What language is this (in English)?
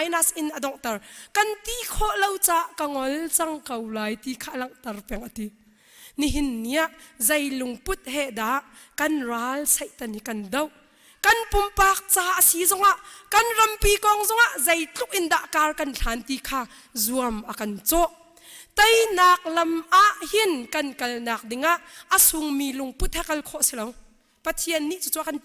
Hakha Chin